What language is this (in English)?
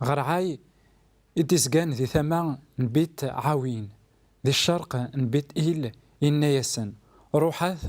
Kabyle